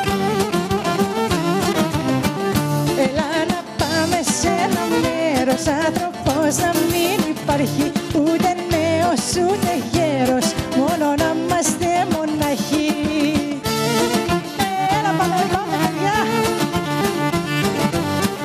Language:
Greek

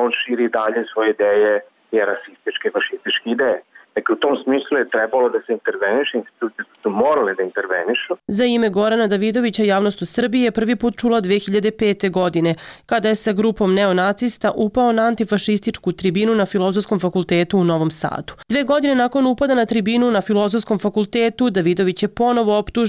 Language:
Serbian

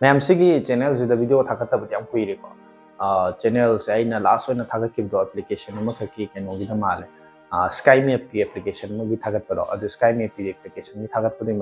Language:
Manipuri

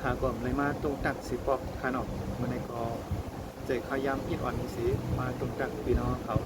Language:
Shan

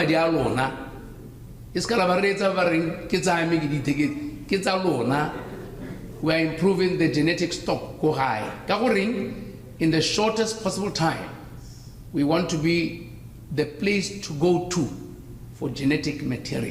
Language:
Tswana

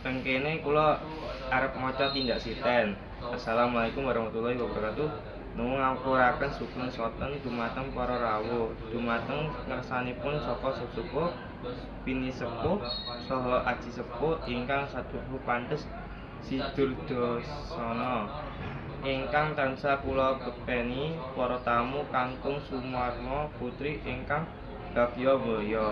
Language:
Javanese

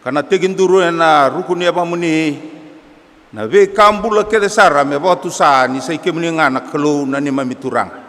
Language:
Fijian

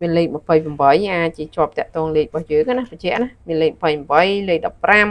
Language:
Khmer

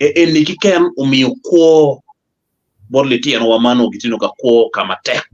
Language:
Acoli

